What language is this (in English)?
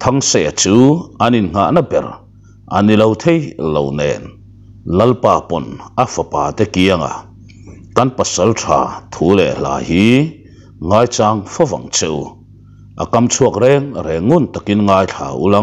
Mizo